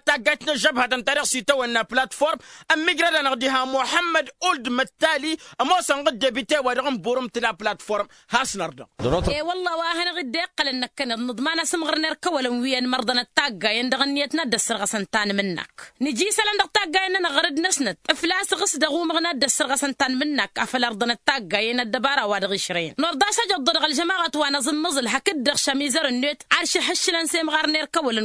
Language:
Tamasheq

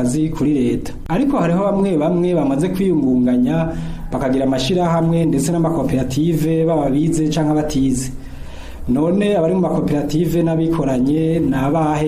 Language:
Rundi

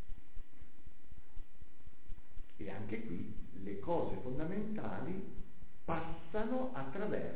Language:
Italian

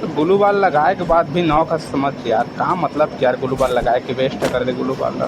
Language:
Chhattisgarhi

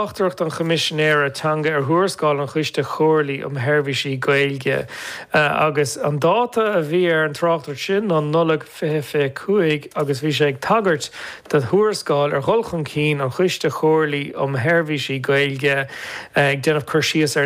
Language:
Irish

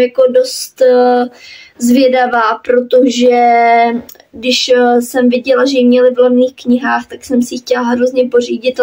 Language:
Czech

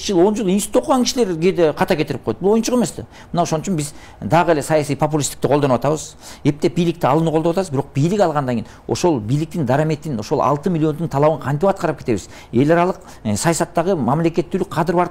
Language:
Kyrgyz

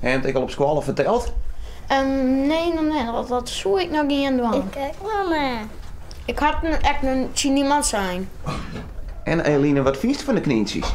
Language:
Western Frisian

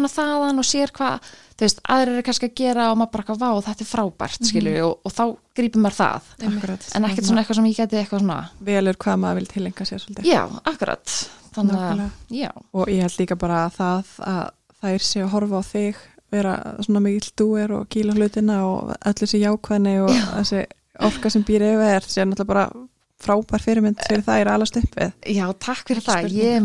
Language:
Icelandic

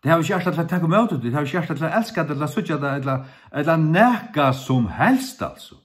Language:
Faroese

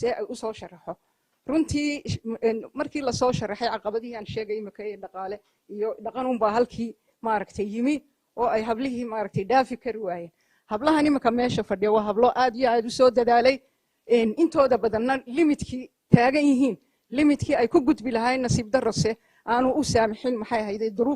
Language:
Somali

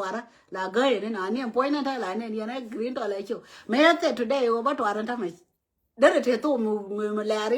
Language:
Nuer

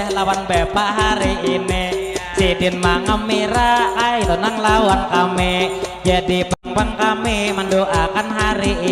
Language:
Banjar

